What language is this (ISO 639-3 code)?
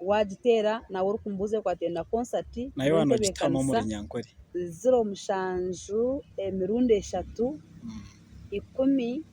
nyn